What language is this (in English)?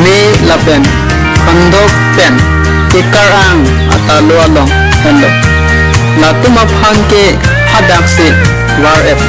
Karbi